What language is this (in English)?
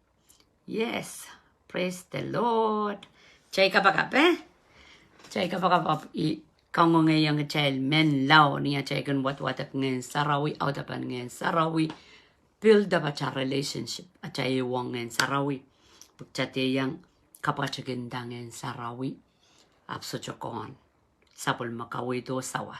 Pohnpeian